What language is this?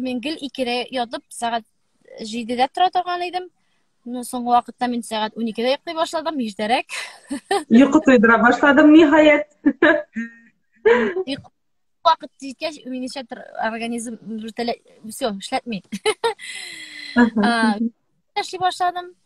Tatar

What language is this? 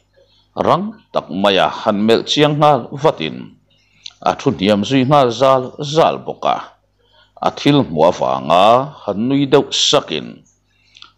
Mizo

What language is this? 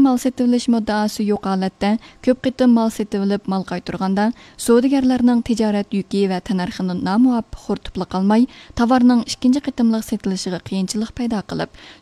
Uyghur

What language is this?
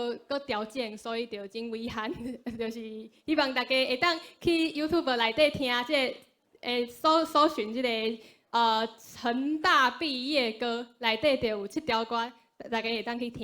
Min Nan Chinese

